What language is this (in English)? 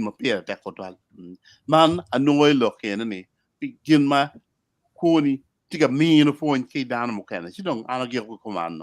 Acoli